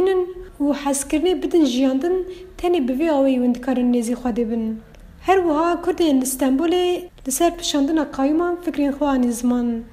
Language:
Kurdish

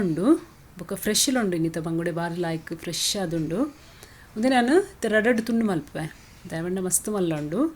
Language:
Tulu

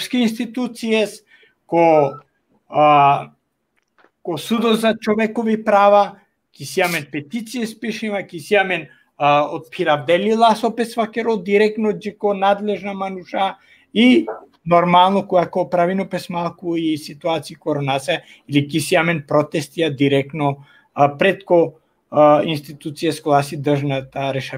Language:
Balkan Romani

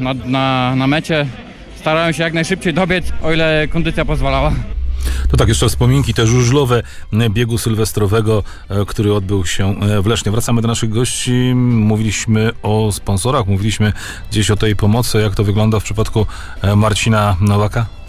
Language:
Polish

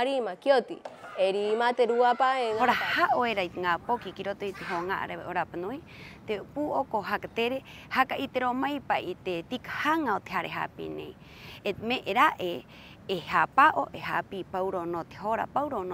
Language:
Rapanui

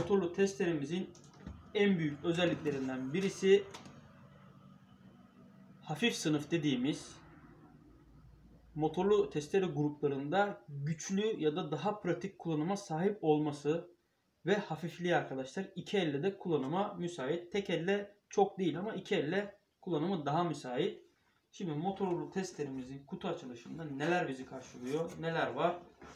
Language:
Turkish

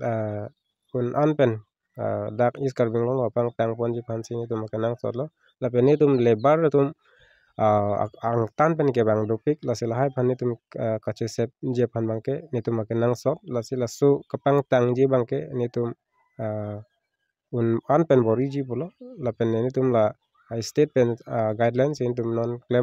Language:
Karbi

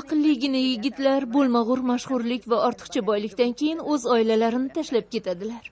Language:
Uzbek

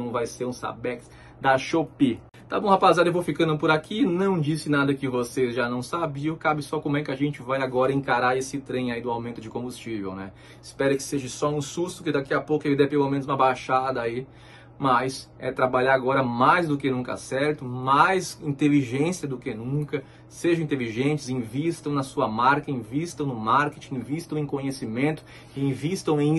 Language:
Portuguese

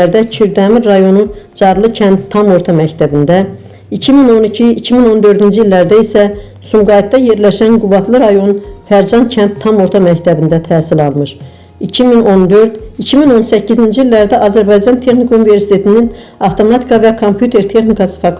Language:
Azerbaijani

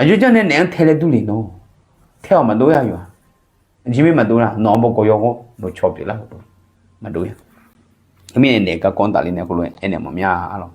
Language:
Akha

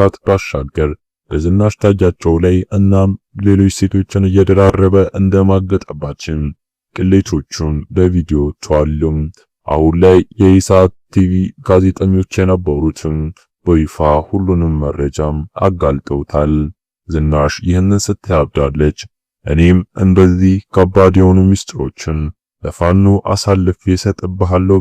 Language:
Amharic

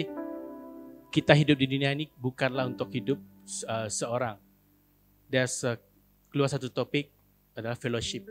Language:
Malay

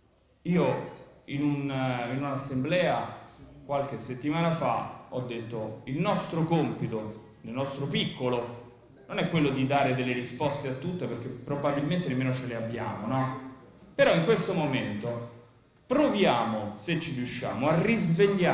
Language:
Italian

